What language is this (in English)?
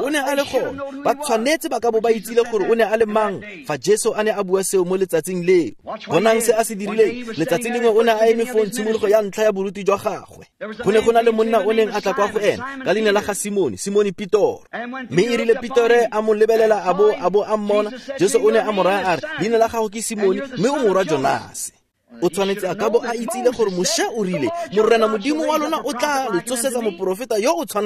Tswana